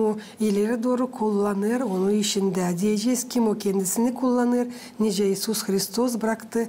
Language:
Gagauz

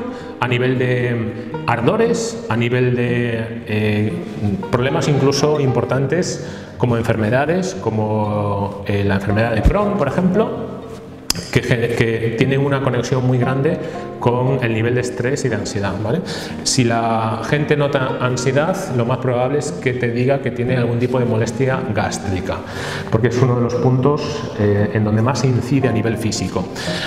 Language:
Spanish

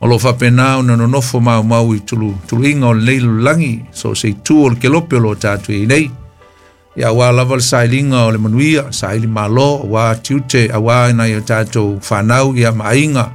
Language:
Samoan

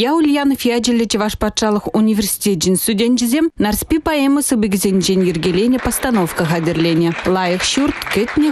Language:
Chuvash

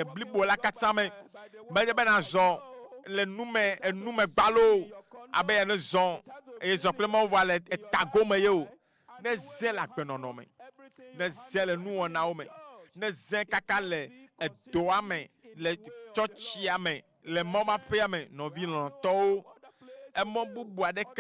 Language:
Ewe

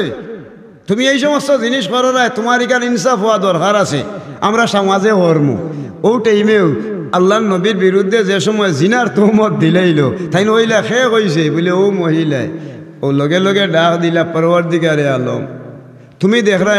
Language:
Sylheti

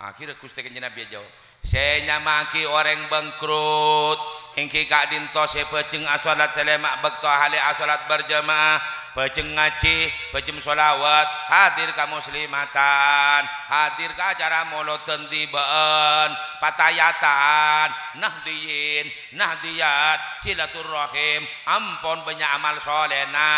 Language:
Madurese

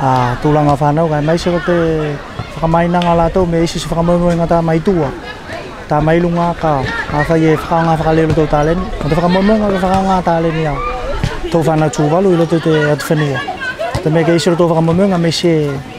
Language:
Tuvalu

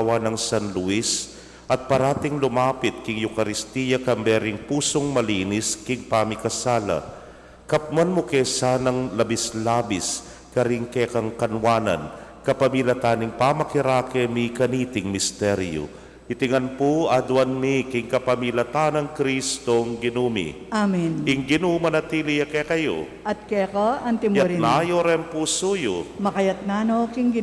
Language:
Pampanga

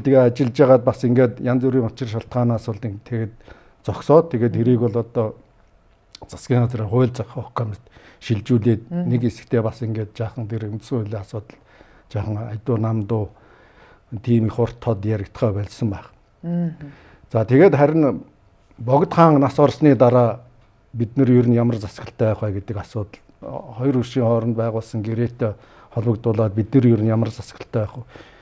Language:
Mongolian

